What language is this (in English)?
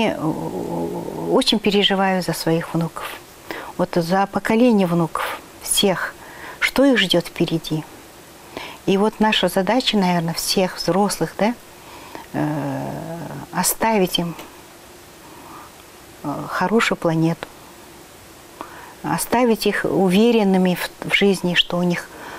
Russian